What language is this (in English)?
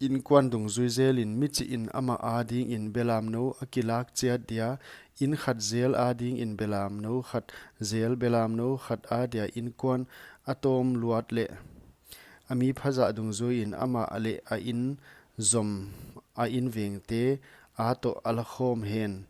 Paite Chin